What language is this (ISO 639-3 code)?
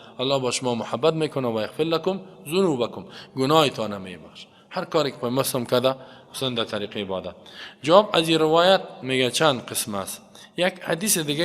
fas